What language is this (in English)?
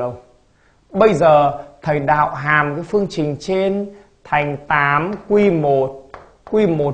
Vietnamese